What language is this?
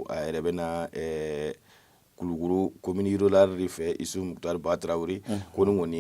Bambara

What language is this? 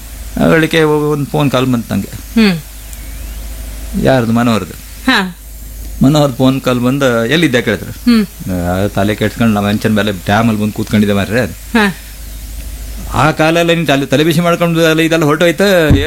Kannada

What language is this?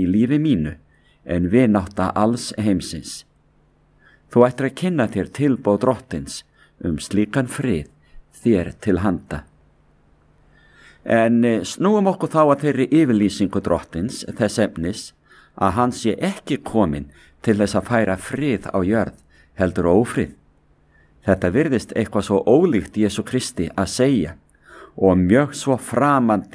Icelandic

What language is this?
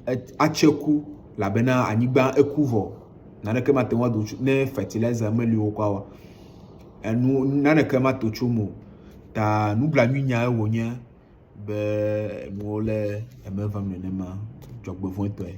Ewe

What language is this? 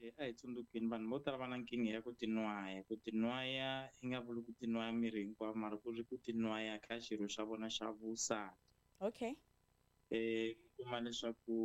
Tsonga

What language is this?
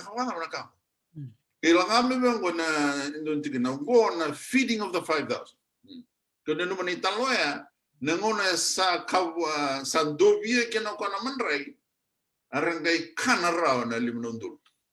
Fijian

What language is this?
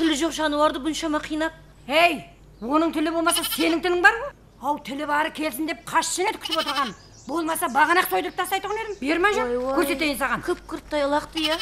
Kara-Kalpak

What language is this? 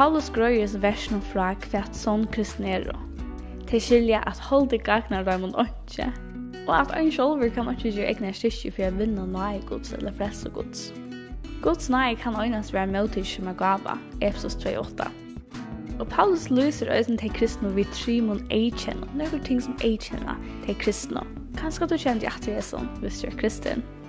Faroese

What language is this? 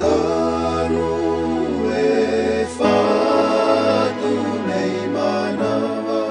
Tongan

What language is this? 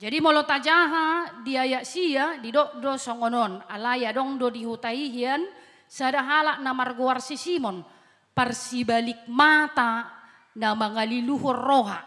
Batak Toba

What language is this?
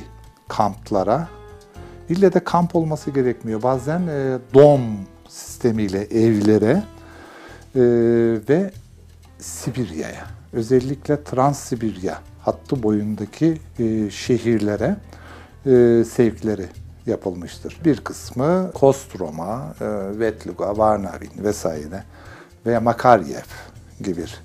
Turkish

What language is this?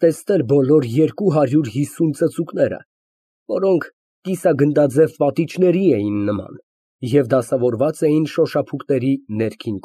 Armenian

